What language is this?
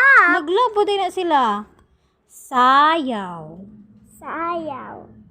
Cebuano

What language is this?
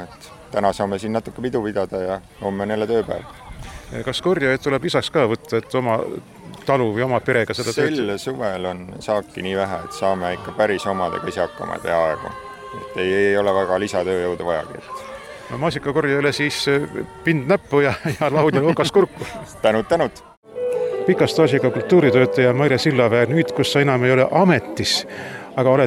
Estonian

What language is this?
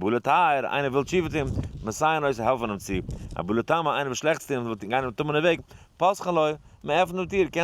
Yiddish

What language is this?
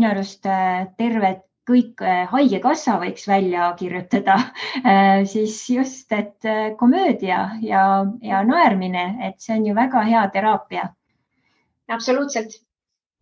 Estonian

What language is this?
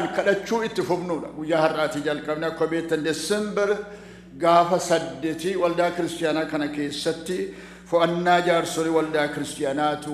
Oromo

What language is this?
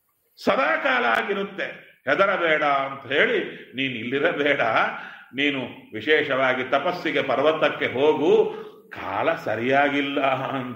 Kannada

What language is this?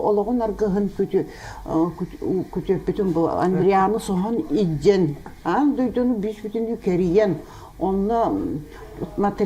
Yakut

